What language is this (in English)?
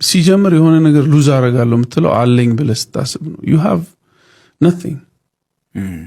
Amharic